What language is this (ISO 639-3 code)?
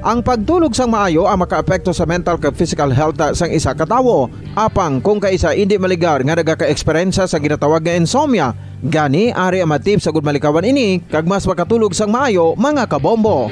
hil